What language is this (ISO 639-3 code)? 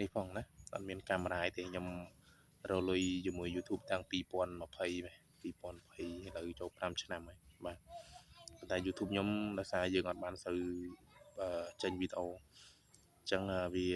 khm